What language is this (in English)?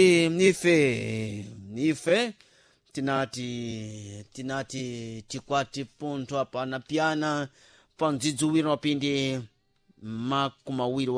Sena